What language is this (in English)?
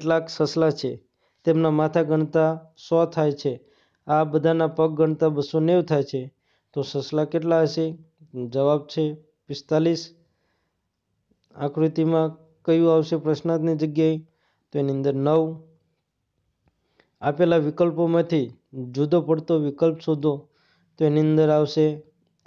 Gujarati